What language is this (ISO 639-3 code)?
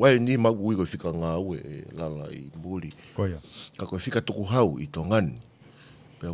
ton